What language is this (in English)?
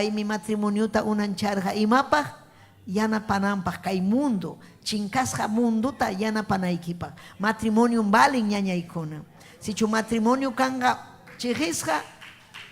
Ayacucho Quechua